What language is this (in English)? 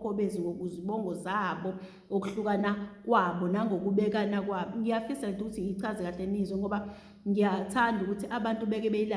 Zulu